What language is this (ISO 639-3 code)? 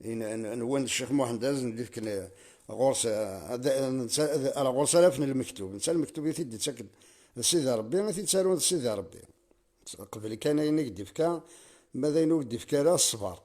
kab